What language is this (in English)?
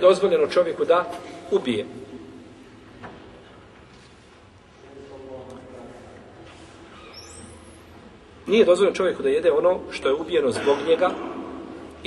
Bosnian